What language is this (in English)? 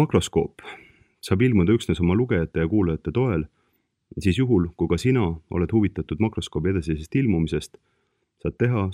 Estonian